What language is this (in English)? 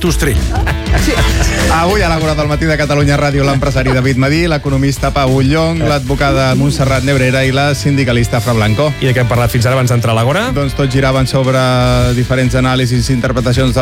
Catalan